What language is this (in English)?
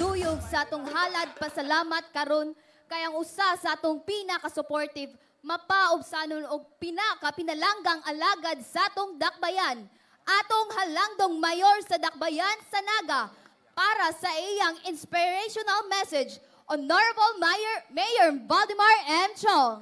Cebuano